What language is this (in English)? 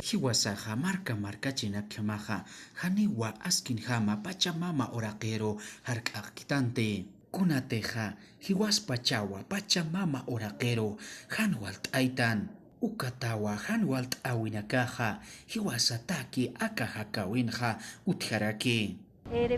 Aymara